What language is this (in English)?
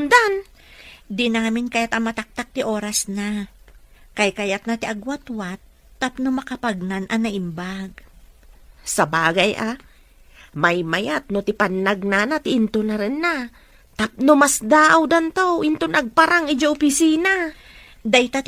Iloko